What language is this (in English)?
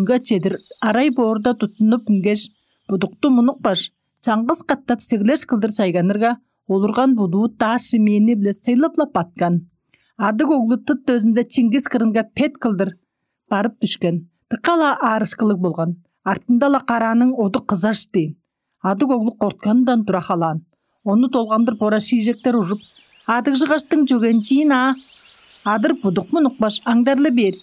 Tuvinian